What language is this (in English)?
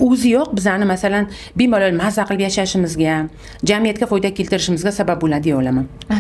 Uzbek